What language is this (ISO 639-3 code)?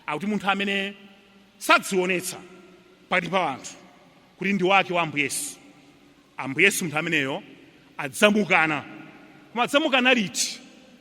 nya